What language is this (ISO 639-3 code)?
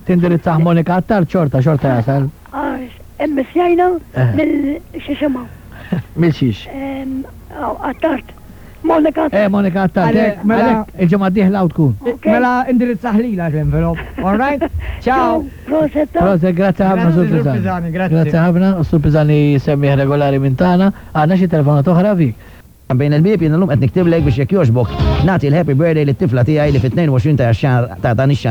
mlt